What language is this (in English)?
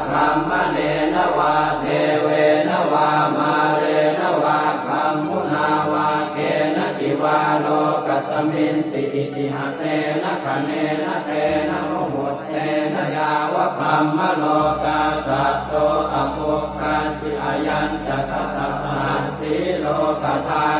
Pali